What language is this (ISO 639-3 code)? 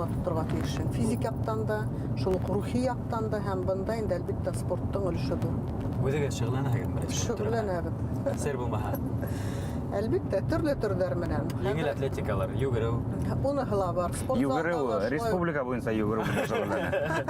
bak